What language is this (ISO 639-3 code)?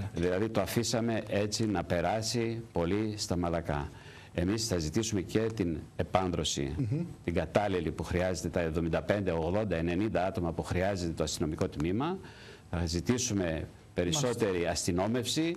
ell